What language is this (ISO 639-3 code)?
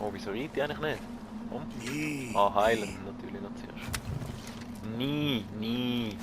gsw